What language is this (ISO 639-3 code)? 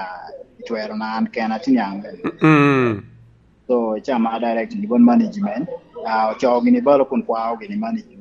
laj